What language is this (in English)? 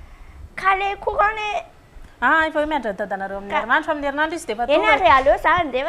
Malagasy